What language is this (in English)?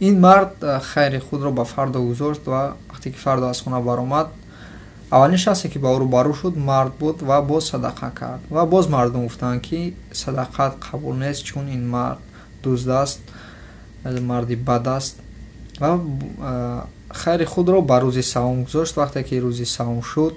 Tajik